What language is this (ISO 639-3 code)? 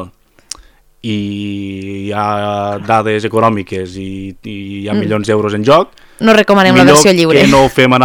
cat